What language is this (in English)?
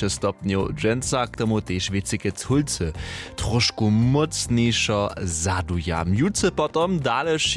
Upper Sorbian